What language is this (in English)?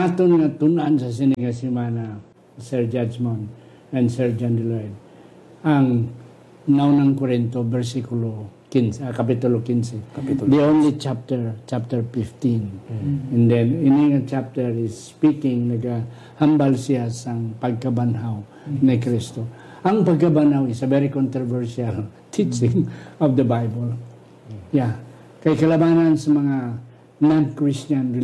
Hiligaynon